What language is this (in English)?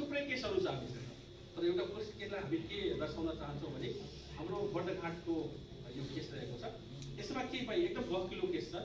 Nepali